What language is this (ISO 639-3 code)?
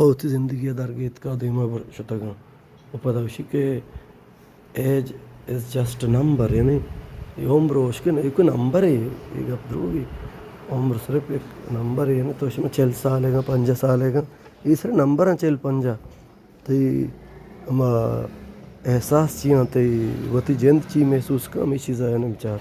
bal